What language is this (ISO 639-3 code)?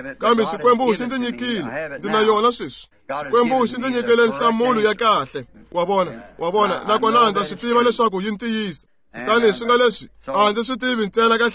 tso